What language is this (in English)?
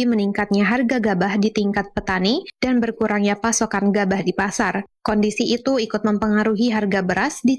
Indonesian